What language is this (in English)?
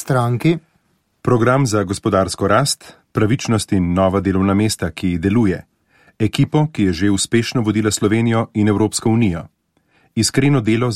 Slovenian